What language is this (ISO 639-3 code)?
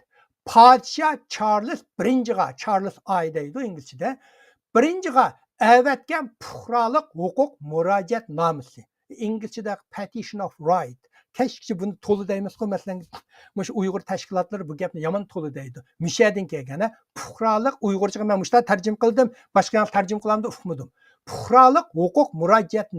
uig